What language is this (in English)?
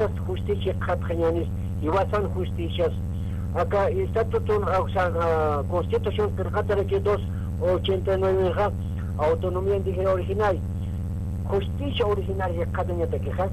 Aymara